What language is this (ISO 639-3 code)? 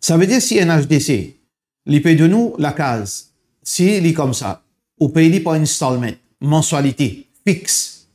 mfe